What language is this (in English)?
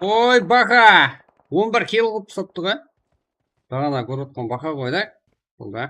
Kara-Kalpak